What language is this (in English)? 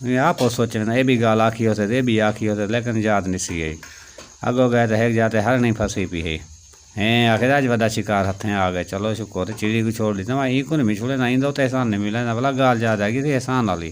Saraiki